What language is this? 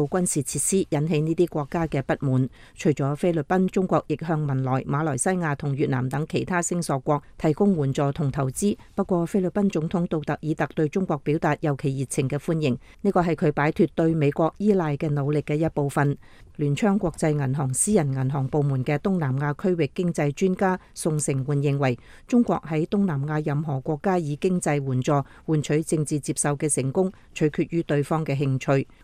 Cantonese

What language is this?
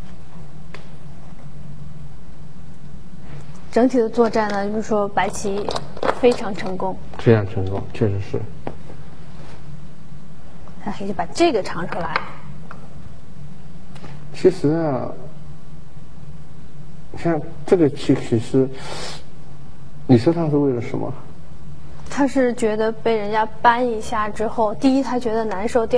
Chinese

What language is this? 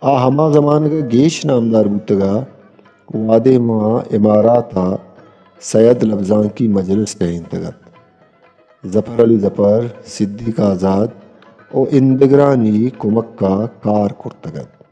Eastern Balochi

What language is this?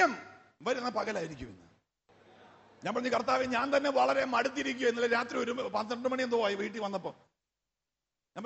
Malayalam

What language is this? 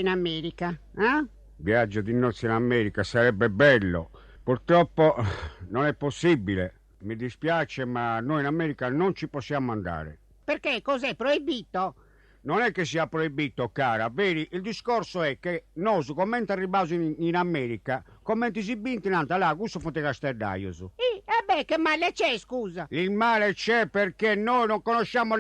Sardinian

